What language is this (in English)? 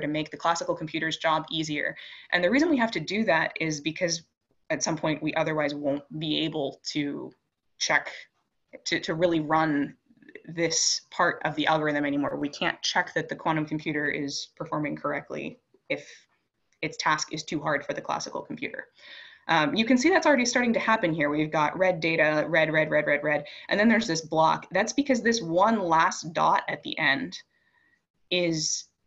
English